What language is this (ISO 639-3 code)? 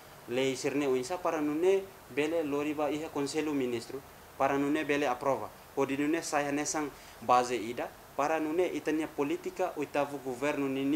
tet